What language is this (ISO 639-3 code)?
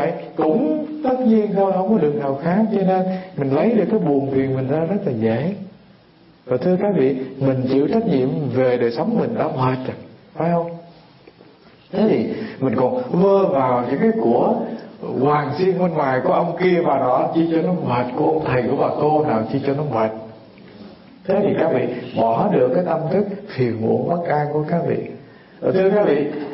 vie